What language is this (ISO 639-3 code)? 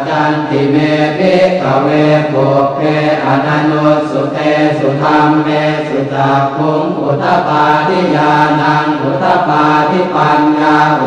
pli